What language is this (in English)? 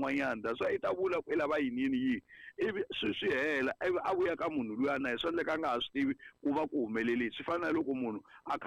Tsonga